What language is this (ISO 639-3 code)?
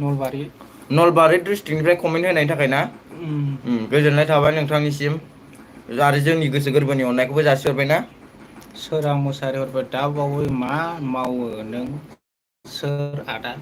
brx